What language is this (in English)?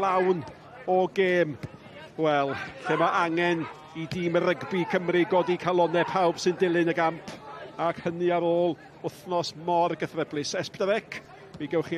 Welsh